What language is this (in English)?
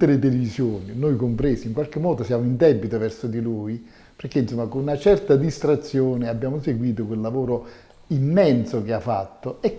Italian